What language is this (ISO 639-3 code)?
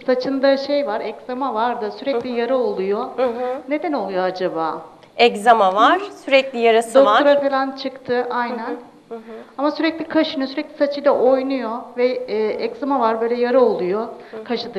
tur